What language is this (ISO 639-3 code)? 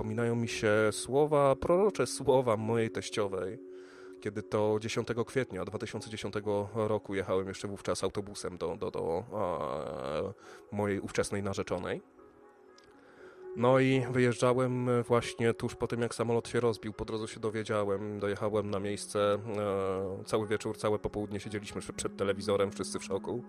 pol